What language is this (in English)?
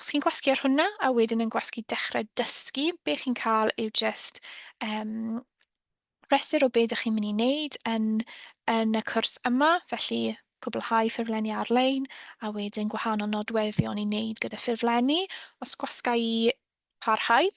Welsh